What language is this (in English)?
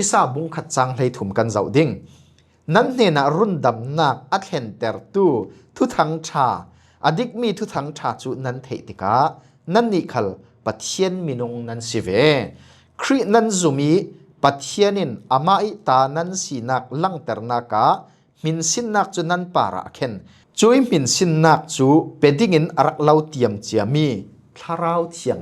Falam Chin